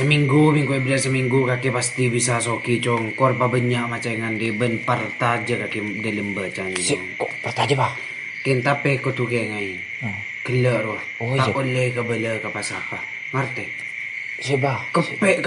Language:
Madurese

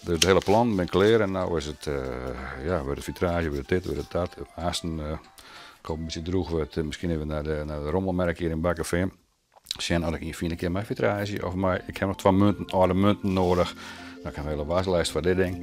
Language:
Western Frisian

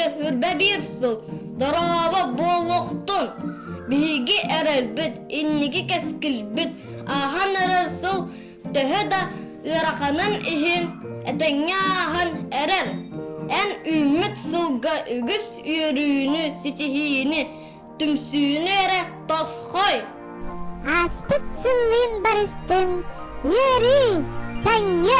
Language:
Yakut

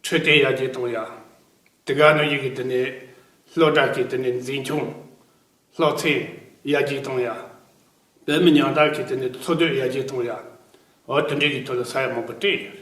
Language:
Tibetan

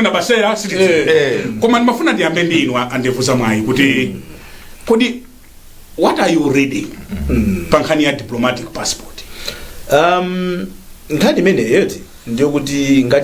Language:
Nyanja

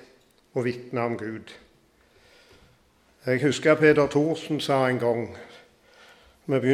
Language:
Norwegian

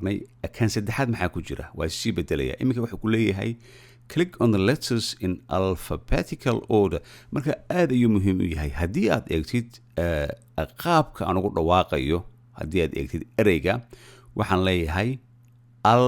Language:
Somali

